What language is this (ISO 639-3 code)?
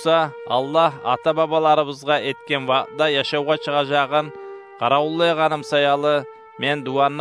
kum